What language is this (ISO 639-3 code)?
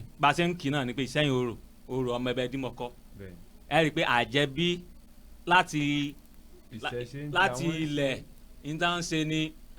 yor